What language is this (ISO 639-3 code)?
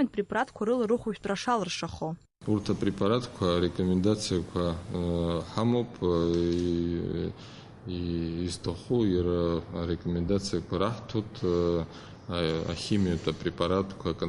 abk